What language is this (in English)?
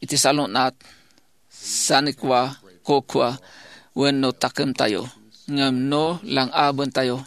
Iloko